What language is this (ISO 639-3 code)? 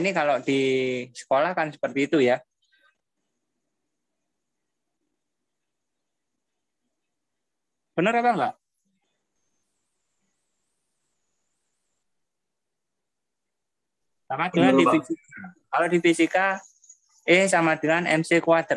ind